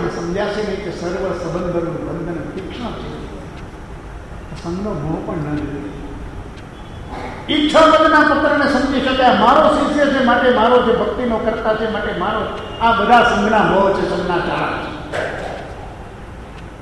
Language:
Gujarati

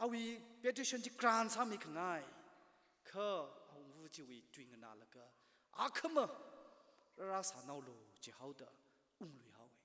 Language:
Tangkhul Naga (India)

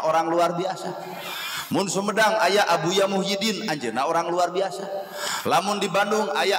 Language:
Sundanese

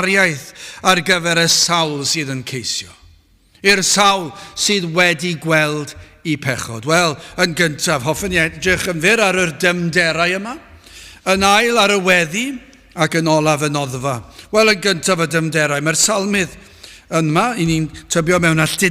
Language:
Welsh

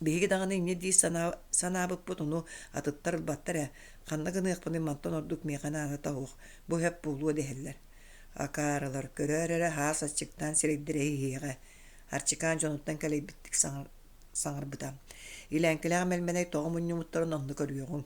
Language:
Yakut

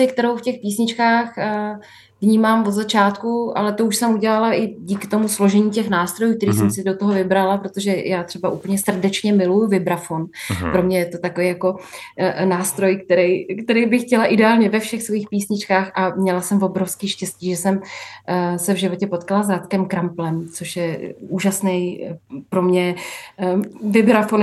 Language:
Czech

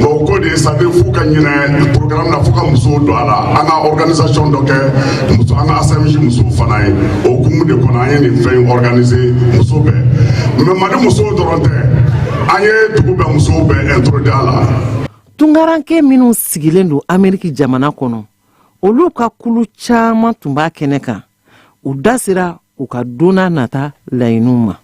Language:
Bambara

